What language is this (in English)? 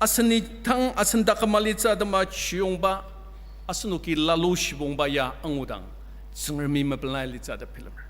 Ao Naga